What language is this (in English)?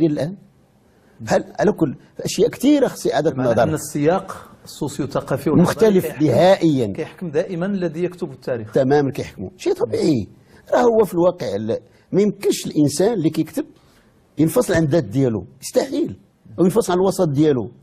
Moroccan Arabic